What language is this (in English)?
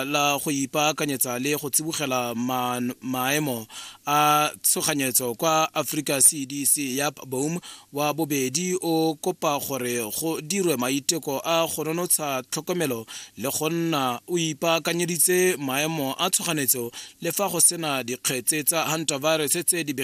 Tswana